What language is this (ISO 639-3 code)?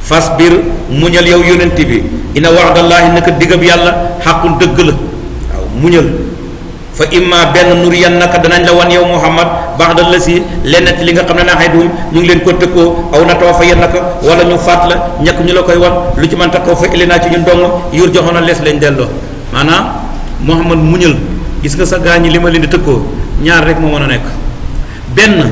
wol